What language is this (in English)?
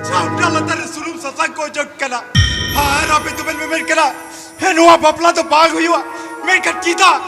Santali